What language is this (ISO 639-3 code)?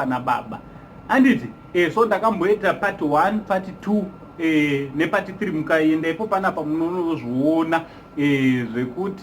sna